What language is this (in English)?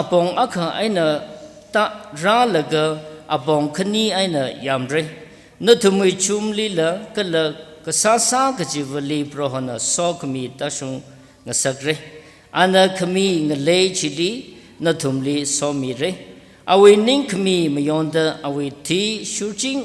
Tangkhul Naga (India)